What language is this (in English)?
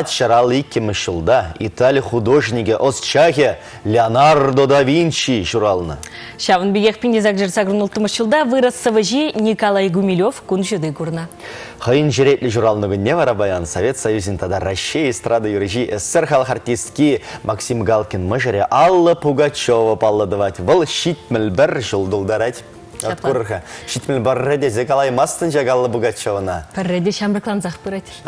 Chuvash